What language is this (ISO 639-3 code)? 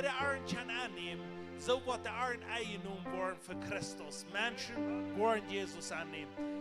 pdt